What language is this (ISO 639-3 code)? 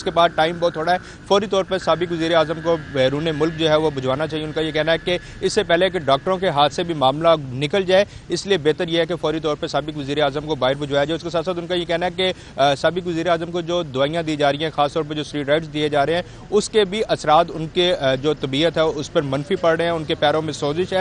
urd